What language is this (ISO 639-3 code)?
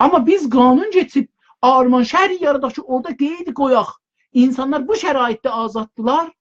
azb